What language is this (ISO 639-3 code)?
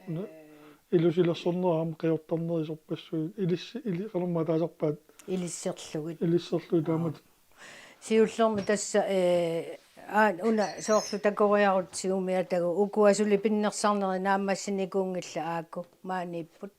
kal